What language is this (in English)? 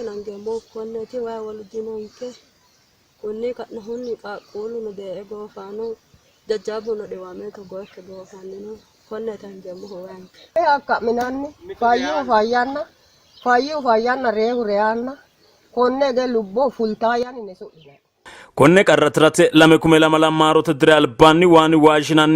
Sidamo